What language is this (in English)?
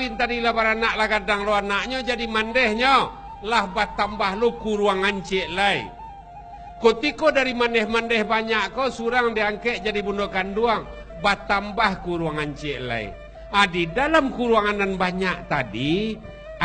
Minangkabau